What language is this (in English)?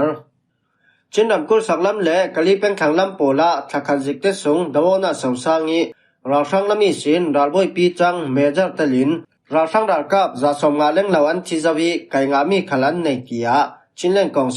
Falam Chin